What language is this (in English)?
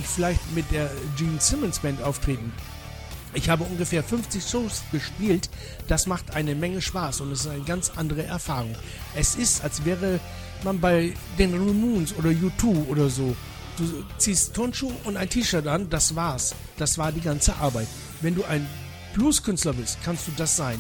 German